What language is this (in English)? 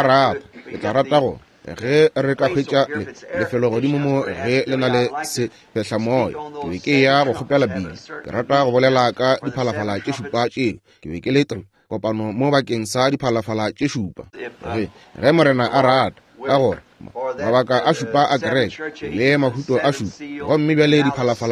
Northern Sotho